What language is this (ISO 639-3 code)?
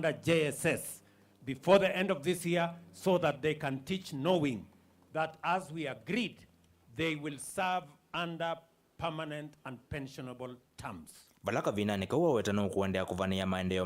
kam